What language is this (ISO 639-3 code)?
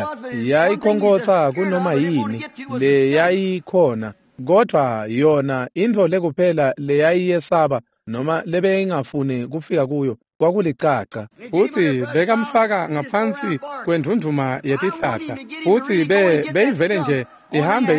ssw